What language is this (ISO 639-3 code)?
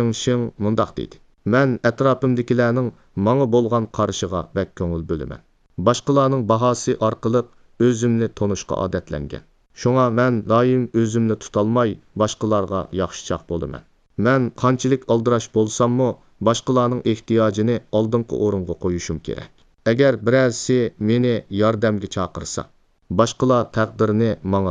uig